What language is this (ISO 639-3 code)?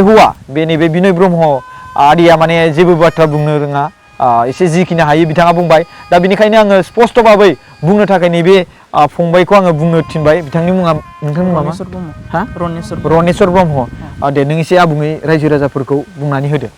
brx